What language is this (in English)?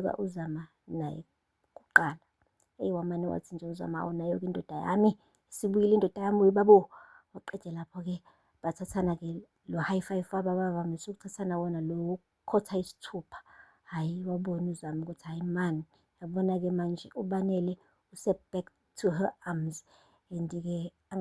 Zulu